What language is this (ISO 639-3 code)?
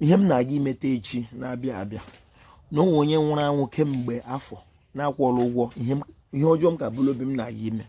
ibo